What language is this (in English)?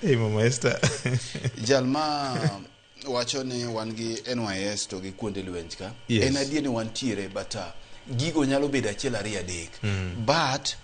Luo (Kenya and Tanzania)